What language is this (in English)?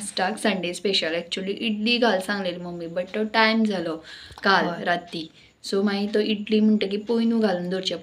Konkani